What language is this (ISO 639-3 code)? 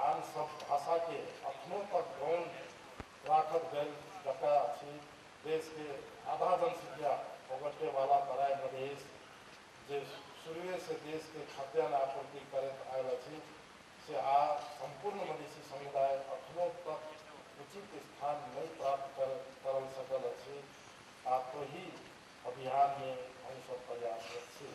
mai